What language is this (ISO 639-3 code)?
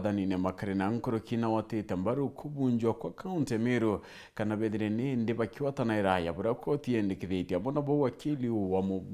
mer